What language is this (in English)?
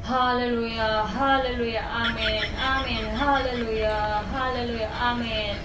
Tedim Chin